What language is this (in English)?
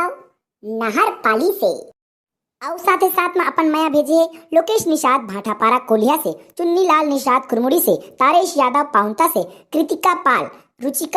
Chhattisgarhi